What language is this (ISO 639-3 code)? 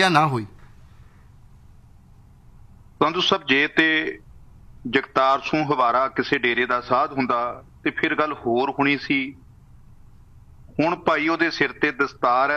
pan